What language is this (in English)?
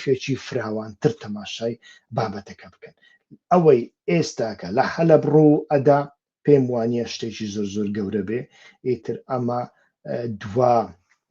Central Kurdish